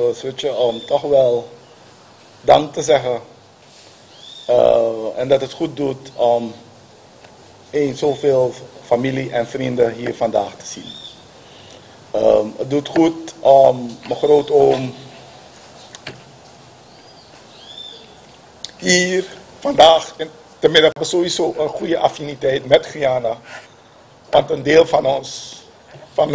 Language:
Dutch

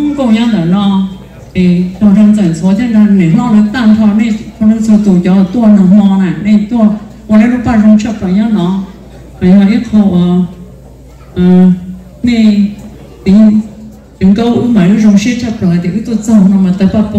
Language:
Vietnamese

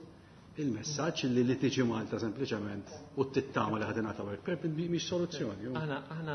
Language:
Maltese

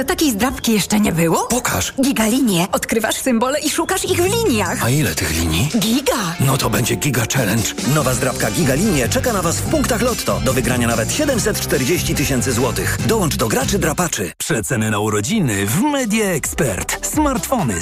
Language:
Polish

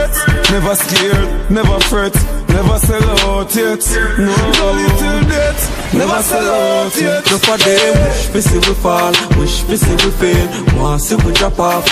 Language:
Jamaican Creole English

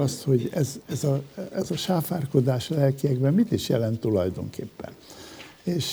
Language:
Hungarian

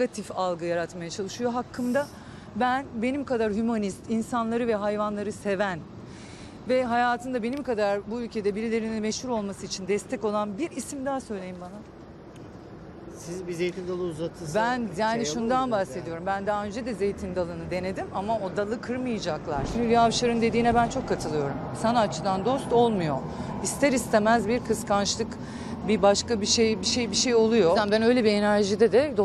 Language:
Turkish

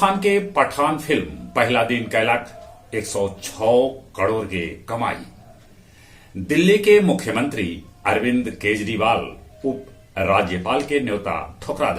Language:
Magahi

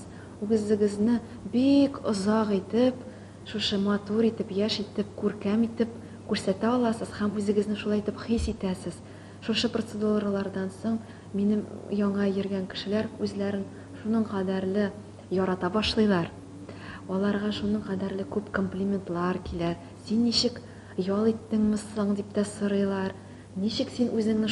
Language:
Tatar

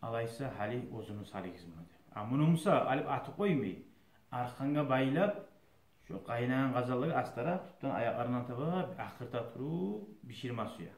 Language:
Kumyk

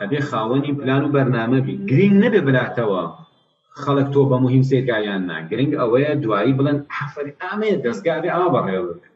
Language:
Central Kurdish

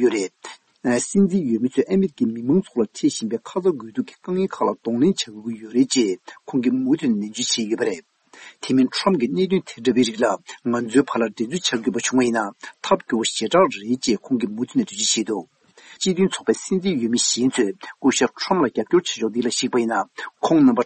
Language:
Tibetan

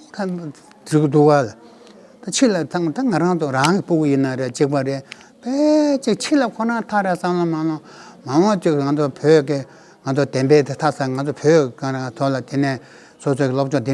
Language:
Tibetan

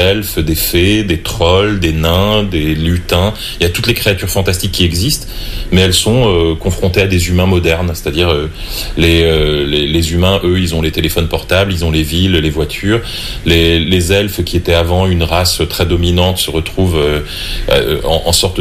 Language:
French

